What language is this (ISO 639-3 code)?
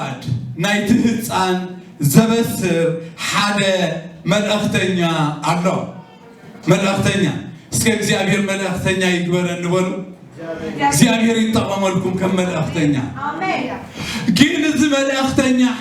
tir